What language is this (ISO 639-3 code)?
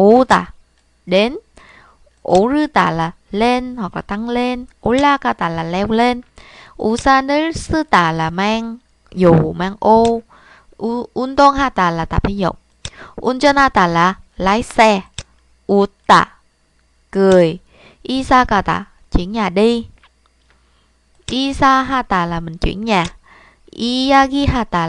vie